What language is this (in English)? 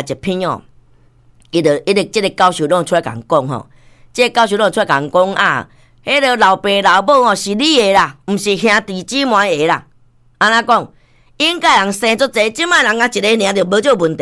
Min Nan Chinese